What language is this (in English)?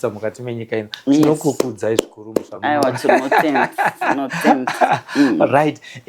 Shona